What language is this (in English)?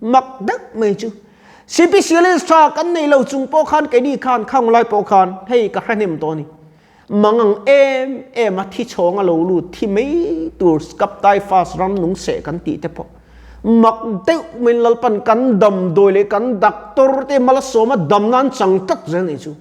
Mizo